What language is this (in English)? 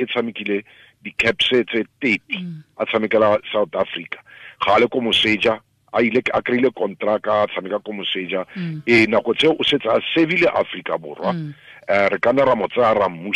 Tswana